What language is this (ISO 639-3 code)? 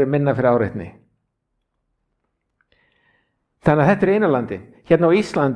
isl